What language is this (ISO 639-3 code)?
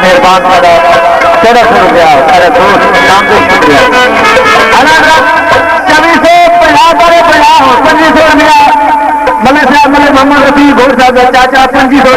skr